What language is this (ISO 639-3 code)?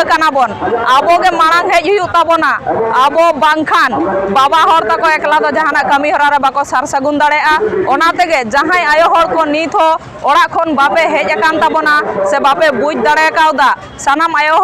sat